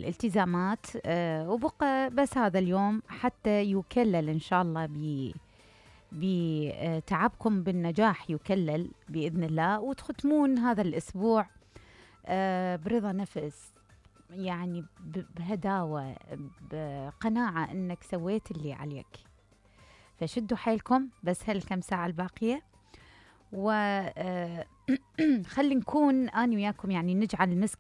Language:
Mesopotamian Arabic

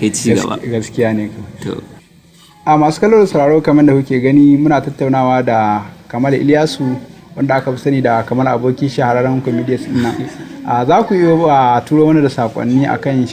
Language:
Hausa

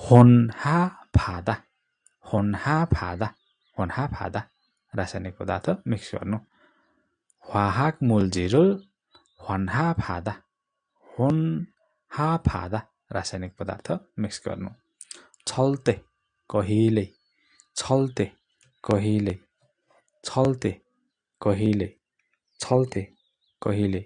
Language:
Nepali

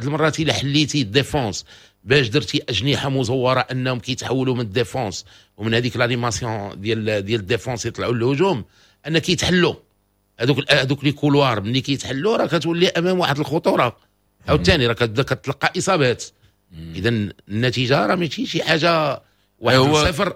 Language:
Moroccan Arabic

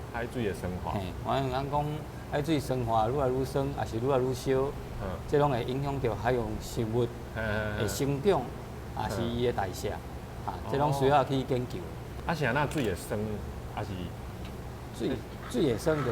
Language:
Min Nan Chinese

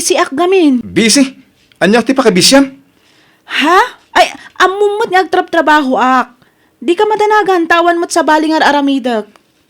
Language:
Iloko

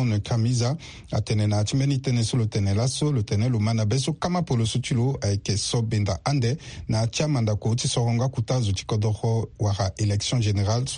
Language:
Sango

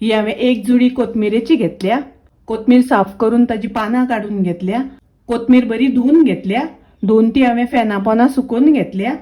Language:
Konkani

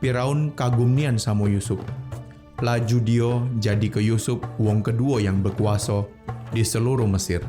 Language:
Musi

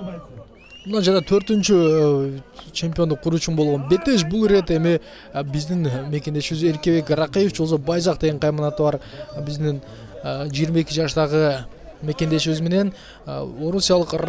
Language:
Kyrgyz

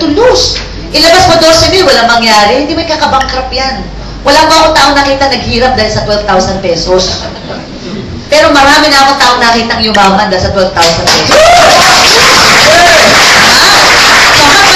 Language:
Filipino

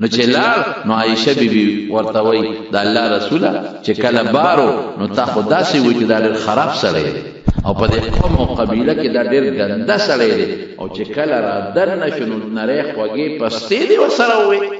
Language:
Pashto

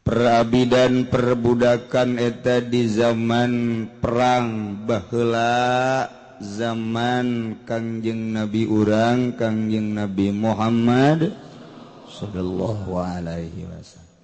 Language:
Sundanese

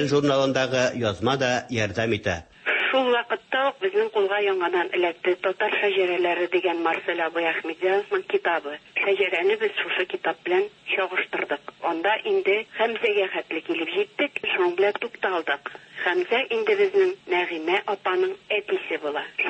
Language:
Tatar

